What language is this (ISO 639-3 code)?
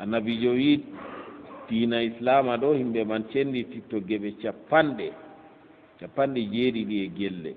ful